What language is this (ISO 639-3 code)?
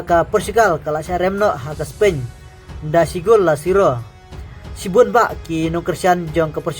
kha